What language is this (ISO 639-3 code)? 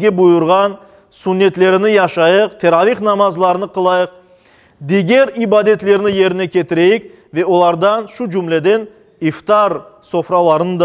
crh